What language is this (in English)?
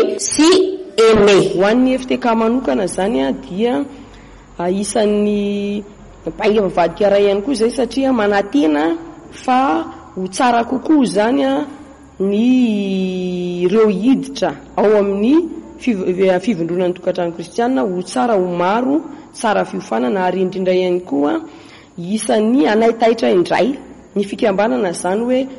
Malagasy